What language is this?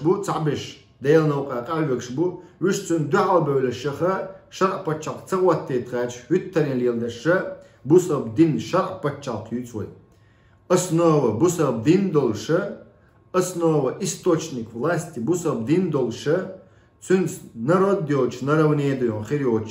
Chechen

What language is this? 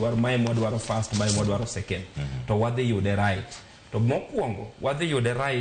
Luo (Kenya and Tanzania)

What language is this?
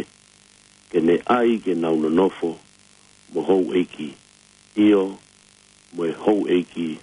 Tongan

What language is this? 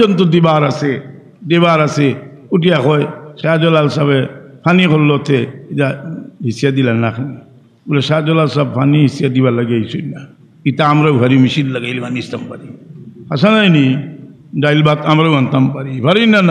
Sylheti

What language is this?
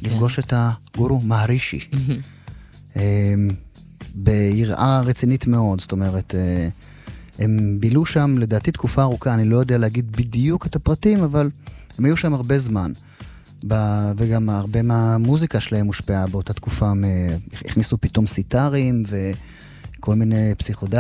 Hebrew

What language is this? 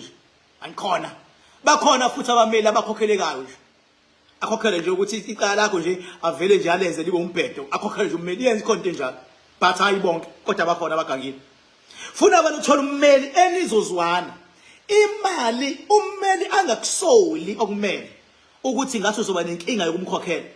Zulu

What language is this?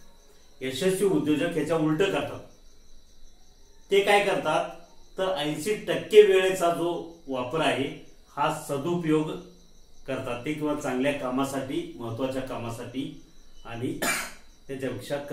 Marathi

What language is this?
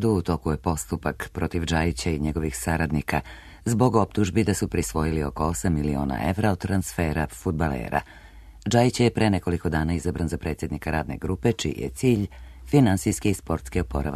Serbian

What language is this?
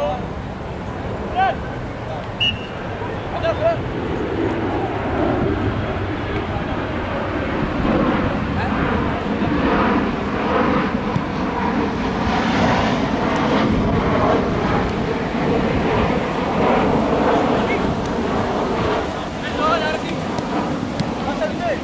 Spanish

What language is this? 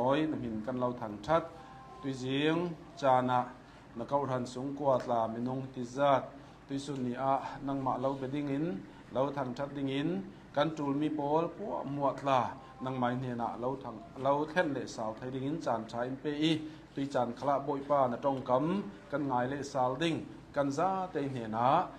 Hakha Chin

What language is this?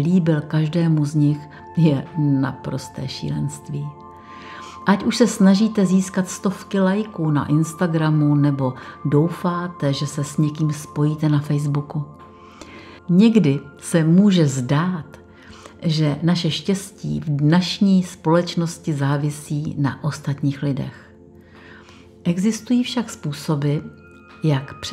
Czech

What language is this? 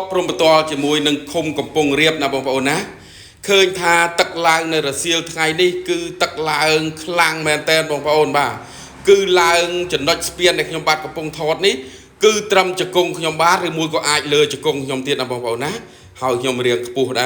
Khmer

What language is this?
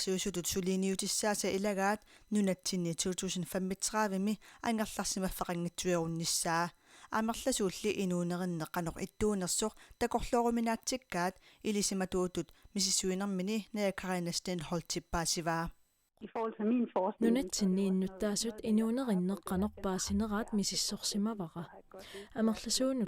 Kalaallisut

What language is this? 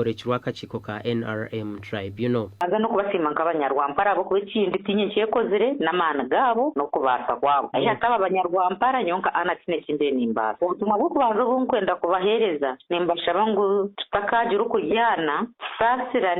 Nyankole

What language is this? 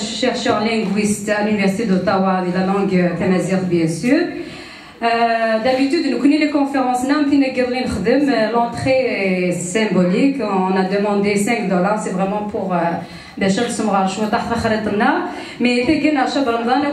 Kabyle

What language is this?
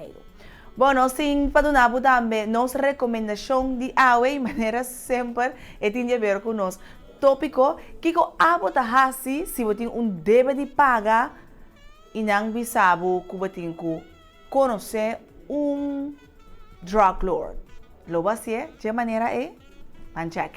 Papiamento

